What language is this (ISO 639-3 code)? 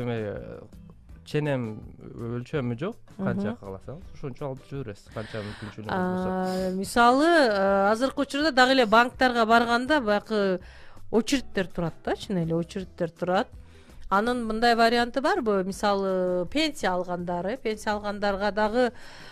kir